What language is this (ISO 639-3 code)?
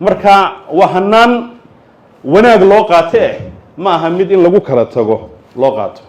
som